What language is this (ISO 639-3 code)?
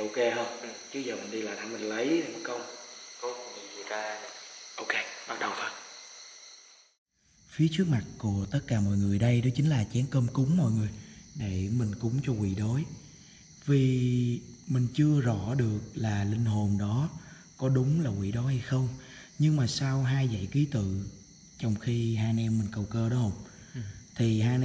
vie